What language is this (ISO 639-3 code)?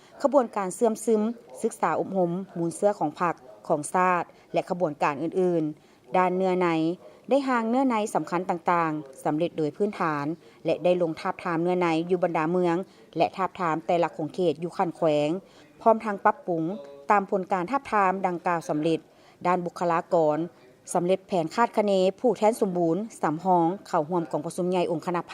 lao